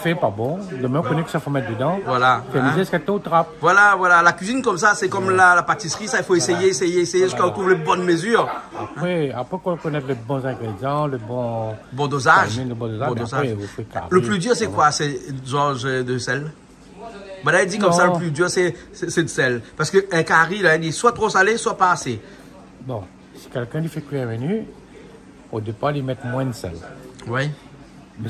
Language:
Réunion Creole French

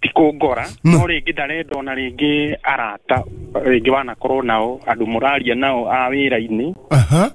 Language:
Kikuyu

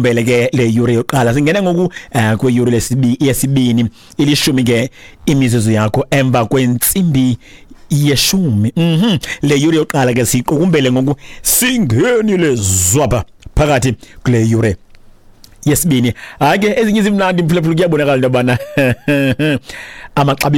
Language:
Xhosa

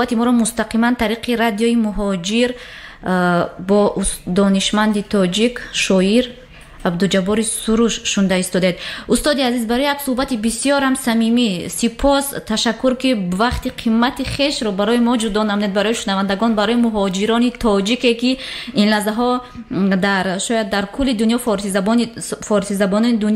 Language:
Tajik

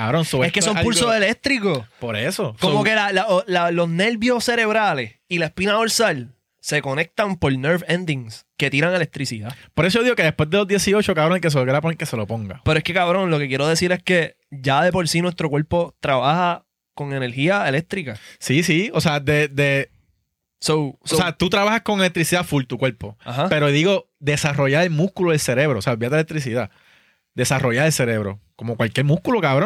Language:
Spanish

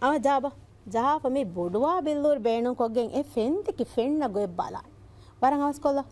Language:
Divehi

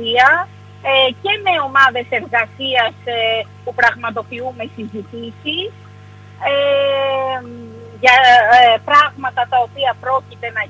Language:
Greek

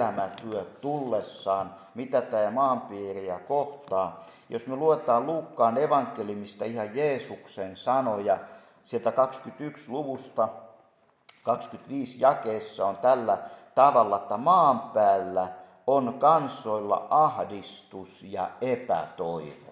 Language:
Finnish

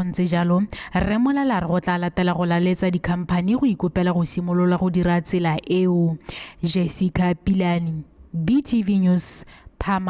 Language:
Tswana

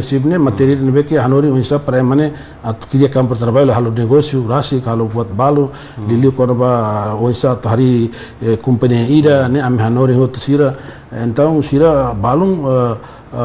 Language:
Tetum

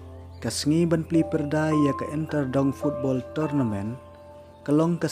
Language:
Khasi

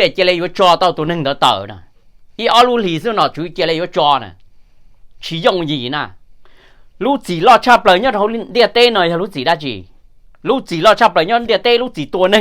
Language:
Hmong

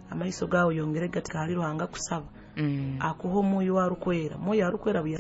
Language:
Nyoro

